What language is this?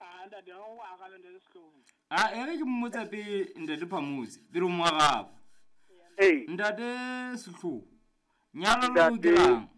Southern Sotho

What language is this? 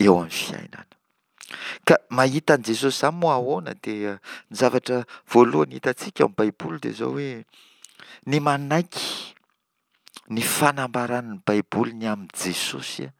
Malagasy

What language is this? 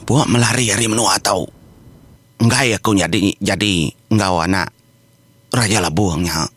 Iban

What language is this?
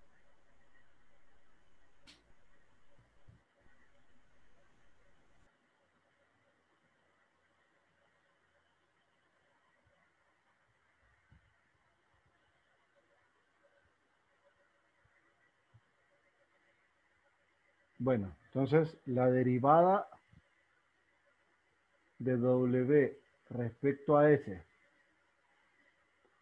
Spanish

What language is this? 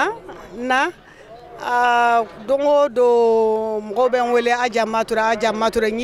Bambara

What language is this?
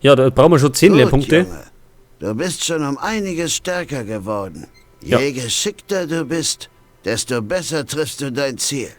Bavarian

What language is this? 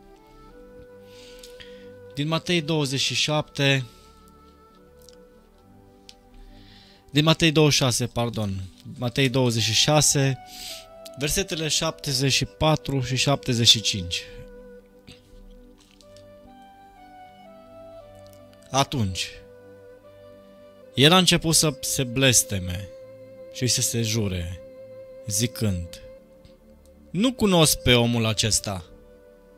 Romanian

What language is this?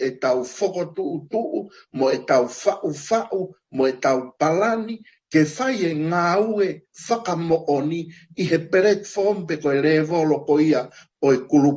Tongan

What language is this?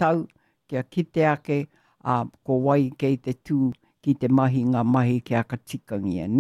Māori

